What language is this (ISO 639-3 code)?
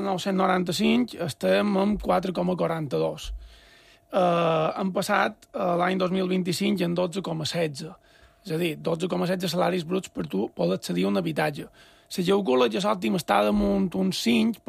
cat